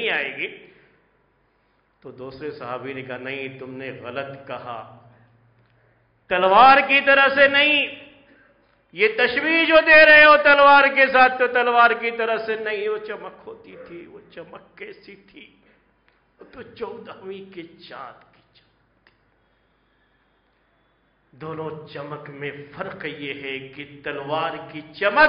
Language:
Urdu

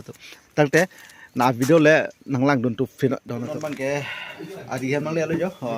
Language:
Karbi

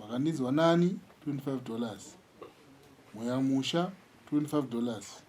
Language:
Shona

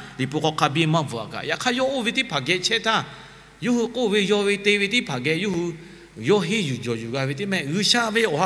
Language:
Lahu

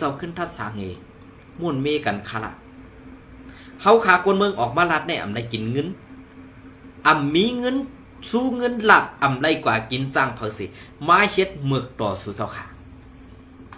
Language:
Shan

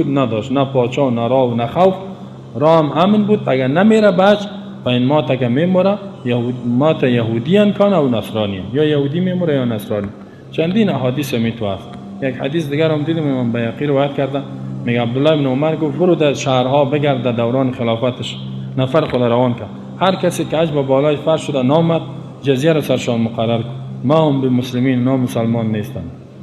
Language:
Persian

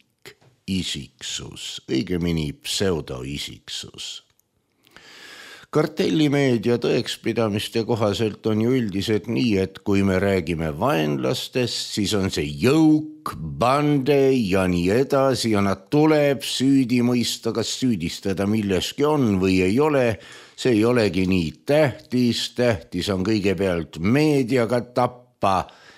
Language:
Estonian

